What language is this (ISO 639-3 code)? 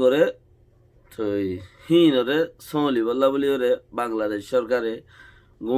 rhg